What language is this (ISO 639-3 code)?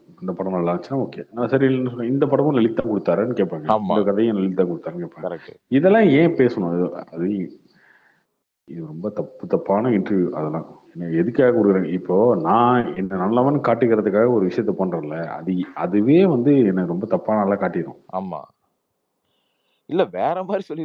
tam